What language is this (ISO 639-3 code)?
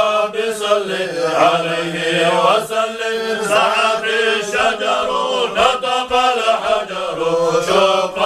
kum